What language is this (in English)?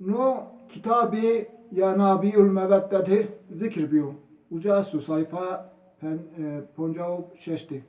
Zaza